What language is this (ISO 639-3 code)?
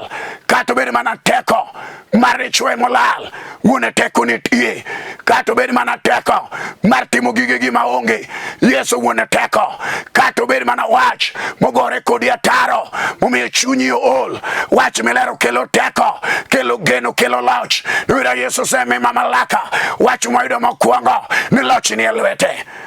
luo